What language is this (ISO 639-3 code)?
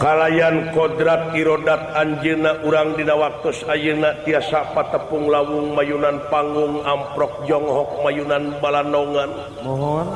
sun